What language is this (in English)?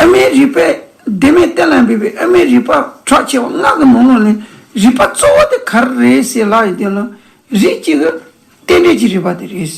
Tibetan